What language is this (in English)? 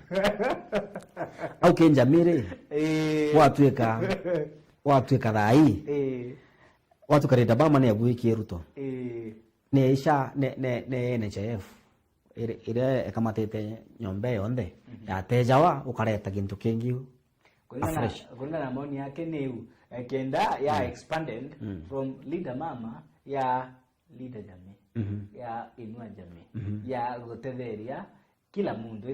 Meru